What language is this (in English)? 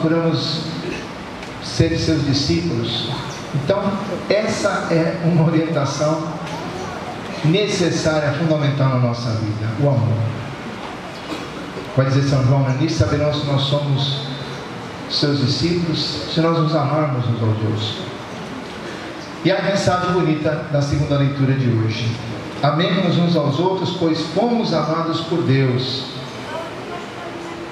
Portuguese